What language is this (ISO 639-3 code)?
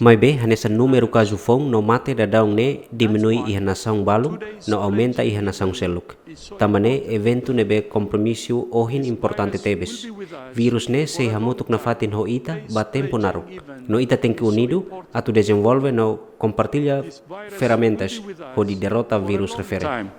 tet